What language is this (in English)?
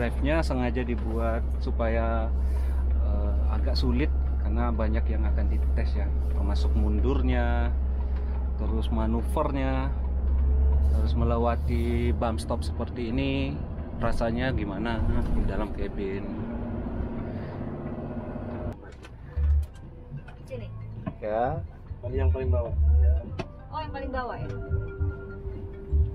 Indonesian